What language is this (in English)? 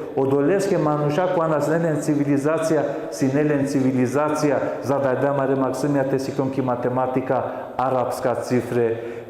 Balkan Romani